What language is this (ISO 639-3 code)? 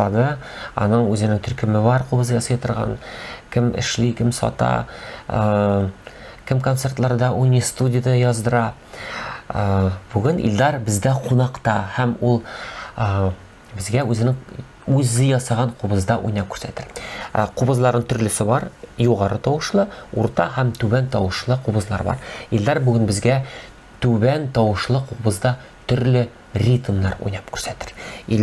tat